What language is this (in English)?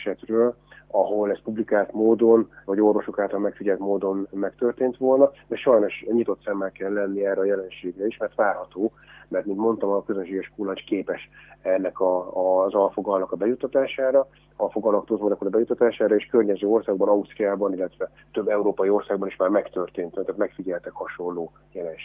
Hungarian